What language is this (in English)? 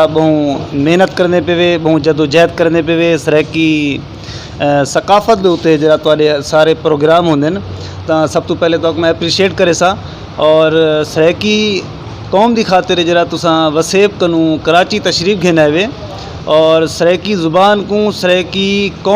Saraiki